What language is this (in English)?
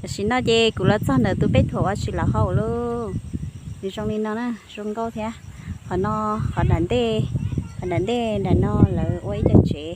Hmong